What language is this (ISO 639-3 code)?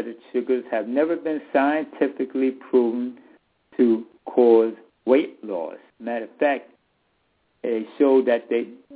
eng